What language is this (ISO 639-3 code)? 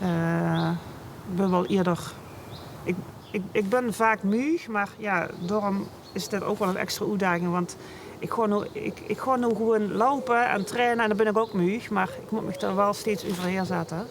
lim